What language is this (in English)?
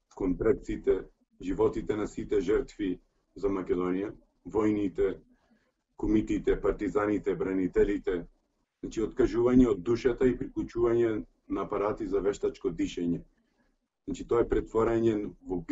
Macedonian